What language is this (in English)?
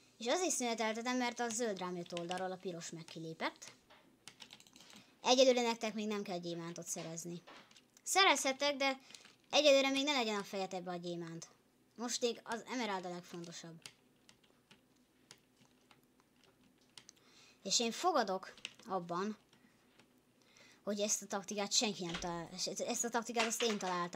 Hungarian